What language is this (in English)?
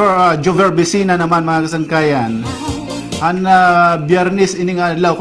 Waray